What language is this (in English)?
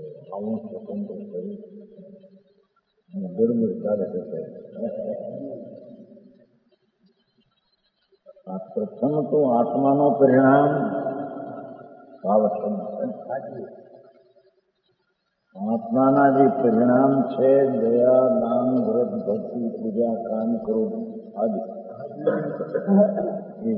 Gujarati